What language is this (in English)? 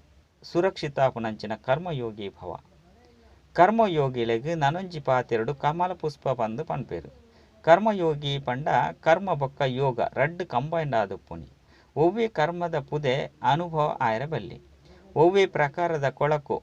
Tulu